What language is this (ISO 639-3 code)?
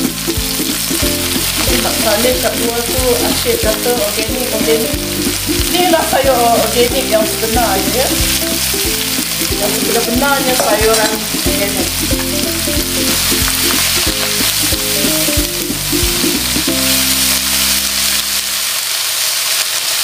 msa